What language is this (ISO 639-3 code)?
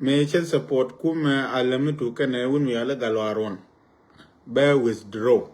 nus